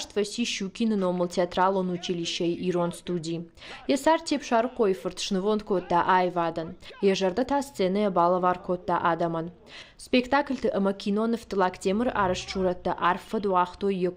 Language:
Ossetic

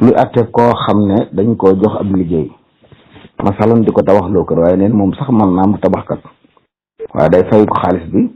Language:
Wolof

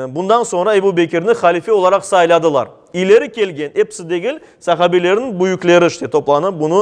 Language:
Crimean Tatar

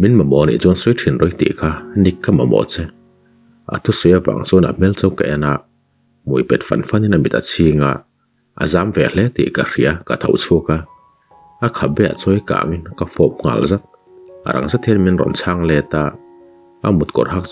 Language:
Mizo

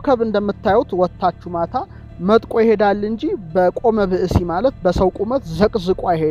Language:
Amharic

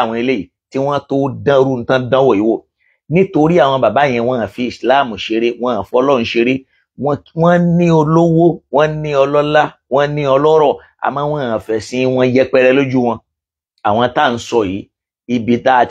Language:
Yoruba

